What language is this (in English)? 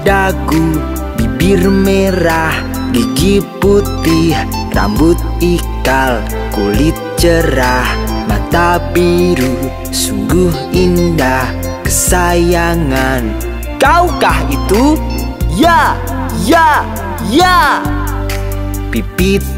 Indonesian